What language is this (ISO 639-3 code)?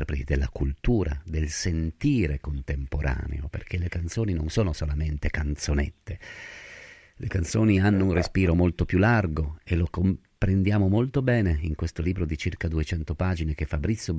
ita